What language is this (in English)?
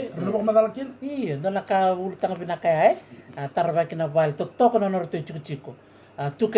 Fijian